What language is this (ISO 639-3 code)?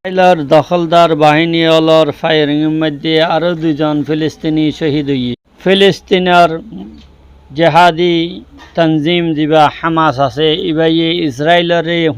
rhg